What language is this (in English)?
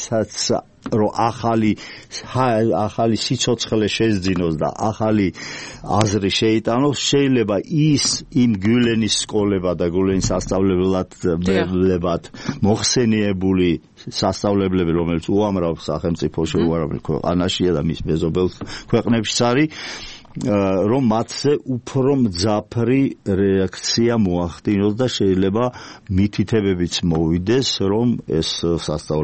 Georgian